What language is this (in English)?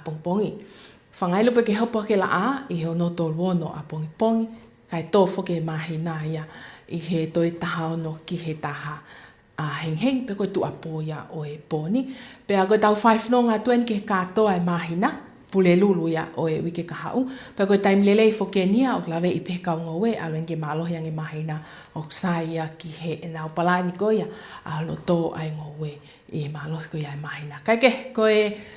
Tongan